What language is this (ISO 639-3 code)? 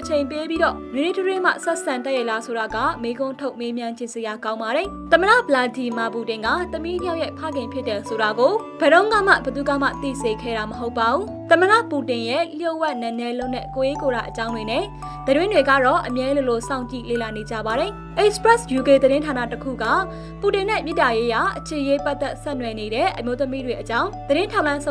mya